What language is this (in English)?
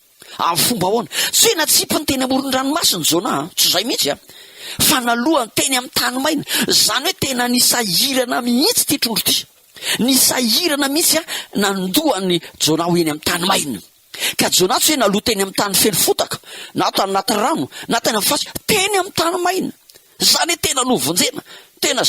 Malagasy